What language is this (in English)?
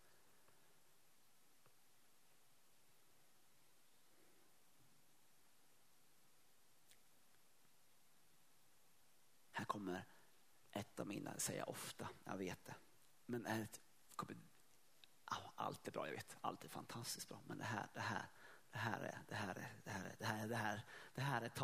Swedish